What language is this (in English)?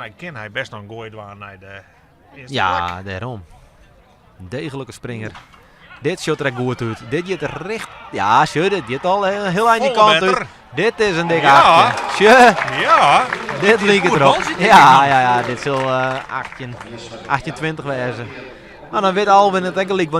Western Frisian